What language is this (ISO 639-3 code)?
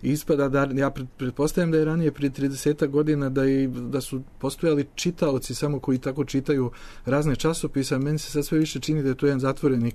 srp